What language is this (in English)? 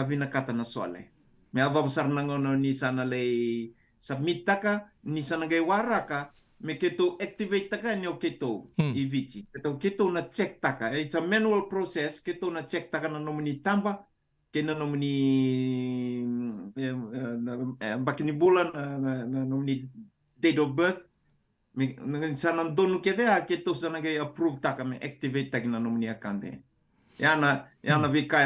Fijian